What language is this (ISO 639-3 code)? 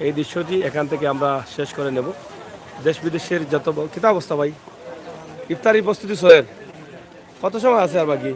syl